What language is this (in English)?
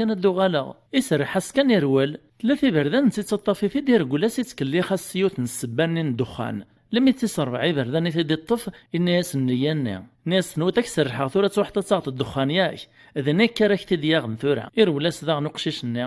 Kabyle